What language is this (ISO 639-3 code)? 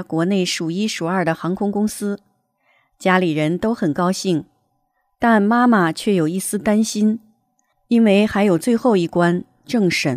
zho